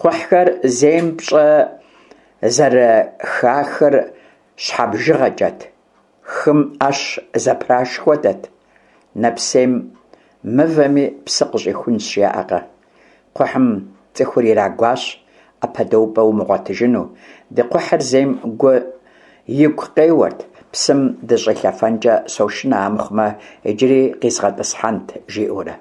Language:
Kabardian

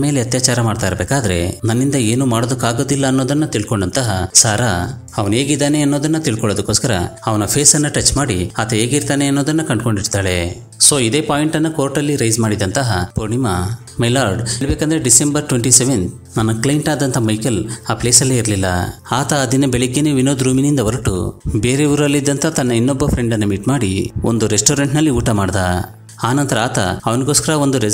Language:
Kannada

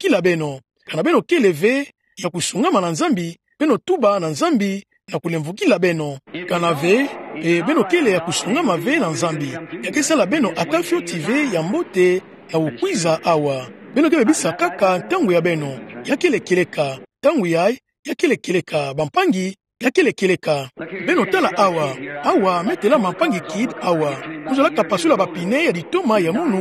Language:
Kituba (Democratic Republic of Congo)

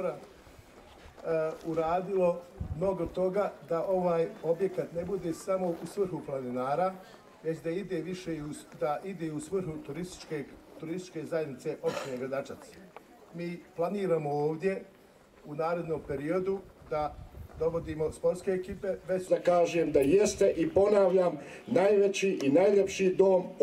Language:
Bosnian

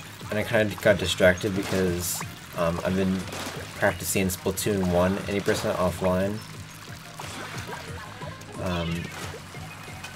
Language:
English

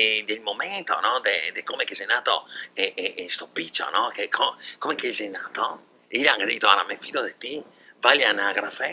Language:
Venetian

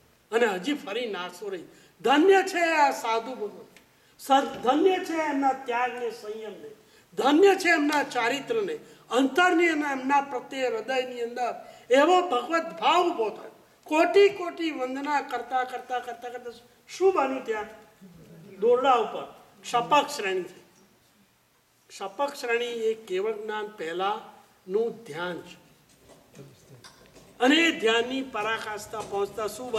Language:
Gujarati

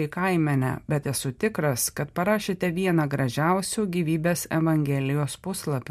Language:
Lithuanian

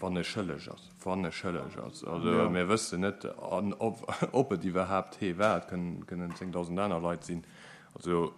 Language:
Luxembourgish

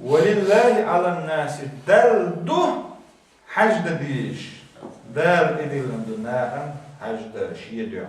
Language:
Chechen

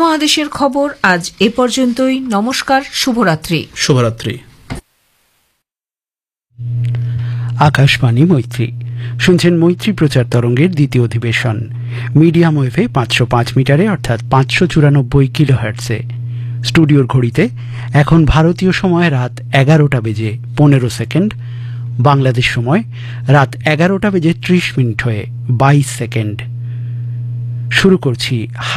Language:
Bangla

